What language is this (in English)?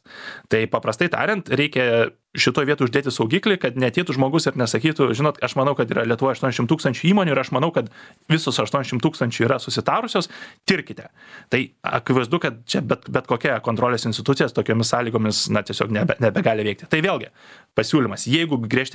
Lithuanian